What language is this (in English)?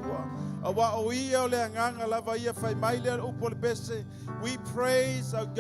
Samoan